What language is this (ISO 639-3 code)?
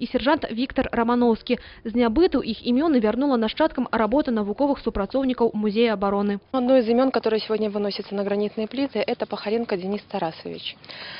bel